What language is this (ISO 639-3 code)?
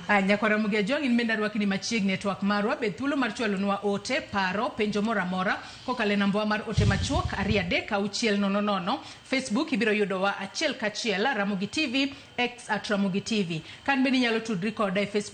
luo